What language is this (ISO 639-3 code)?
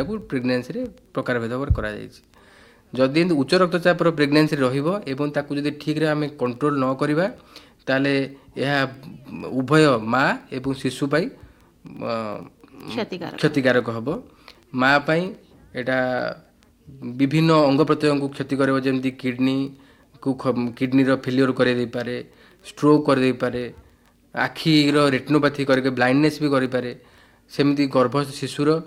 ori